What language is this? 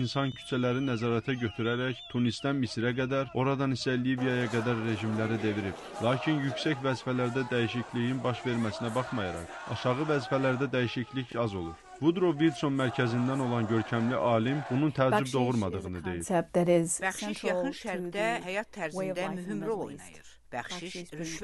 Azerbaijani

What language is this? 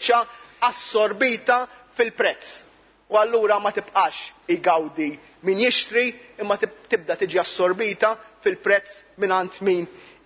Maltese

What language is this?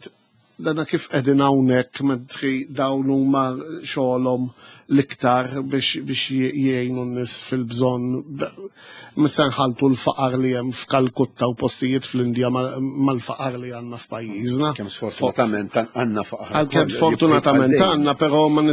Maltese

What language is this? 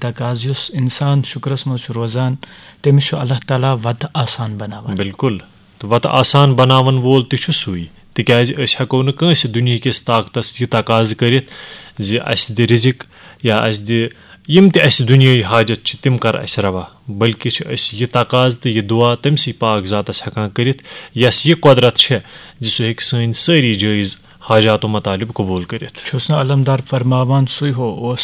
Kashmiri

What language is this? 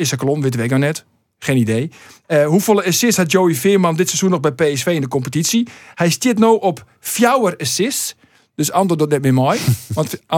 Western Frisian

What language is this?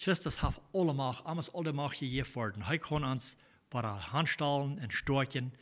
Plautdietsch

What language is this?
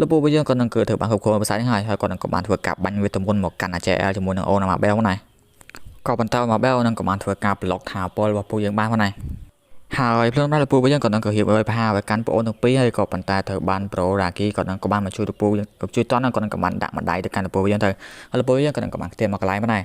Khmer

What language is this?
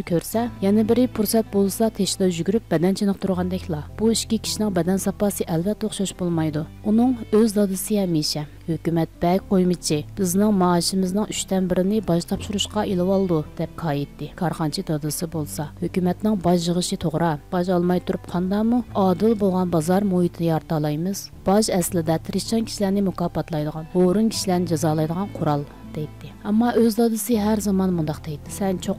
Uyghur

